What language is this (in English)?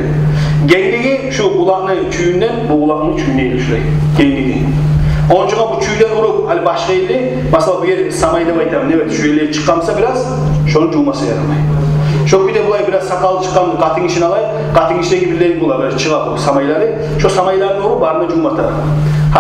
Kumyk